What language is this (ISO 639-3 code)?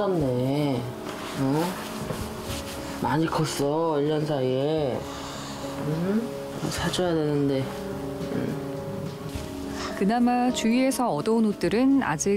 kor